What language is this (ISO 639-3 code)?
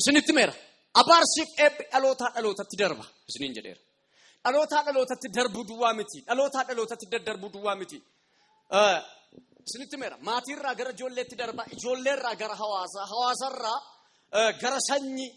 orm